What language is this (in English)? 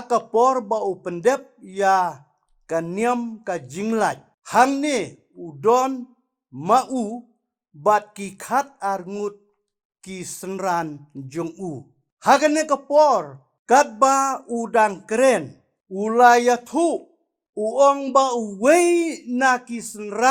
Khasi